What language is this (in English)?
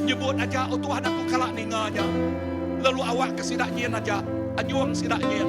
Iban